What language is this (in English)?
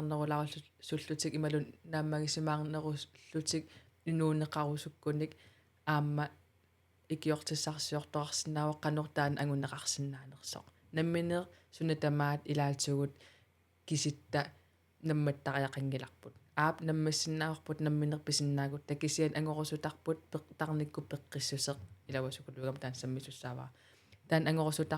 Kalaallisut